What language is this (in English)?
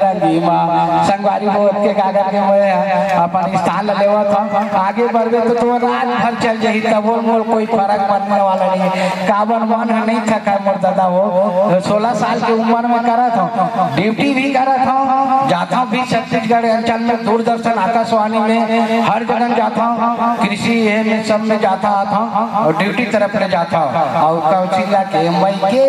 Chhattisgarhi